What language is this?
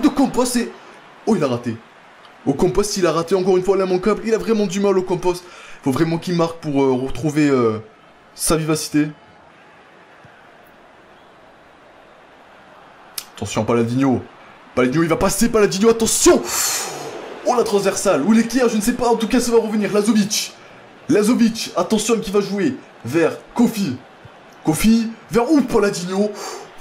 French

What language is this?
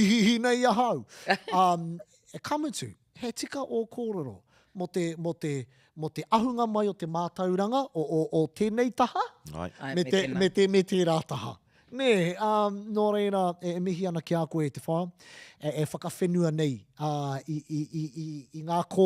Māori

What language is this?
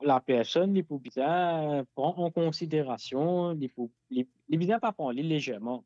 Morisyen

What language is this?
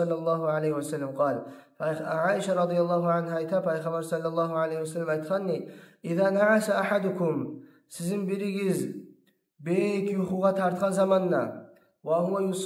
Kumyk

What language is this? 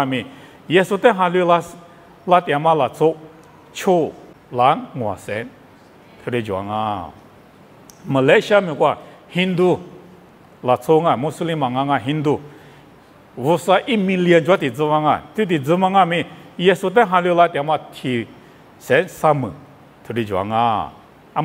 Lisu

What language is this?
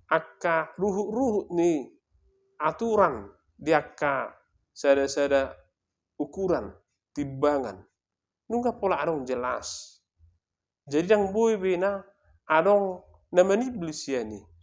Batak Toba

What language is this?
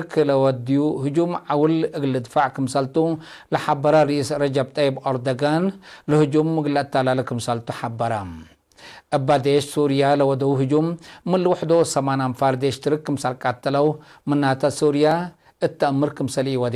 Tigre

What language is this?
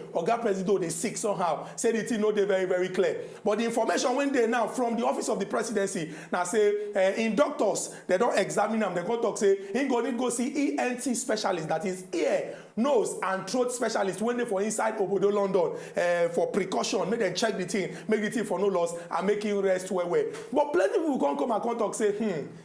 Nigerian Pidgin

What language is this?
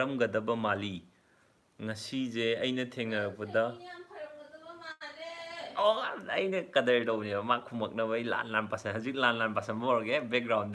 Manipuri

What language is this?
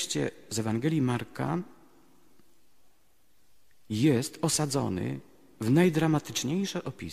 Polish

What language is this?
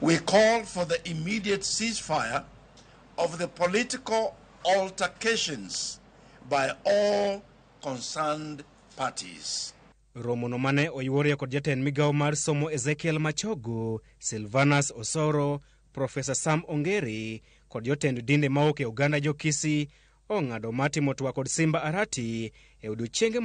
Luo (Kenya and Tanzania)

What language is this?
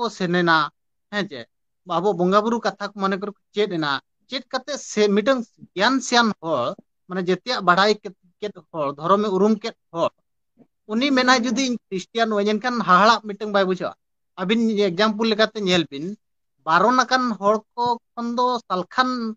Santali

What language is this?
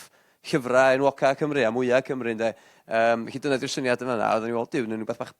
Welsh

